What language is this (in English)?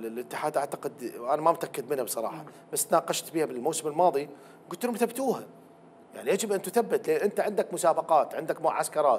Mesopotamian Arabic